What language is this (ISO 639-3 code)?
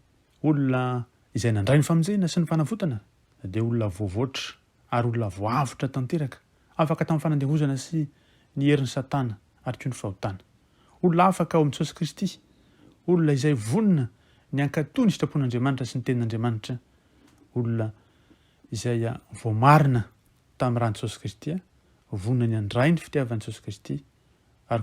mlg